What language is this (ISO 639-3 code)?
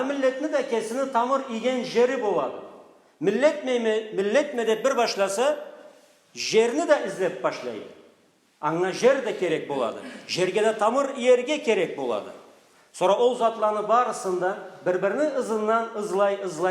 krc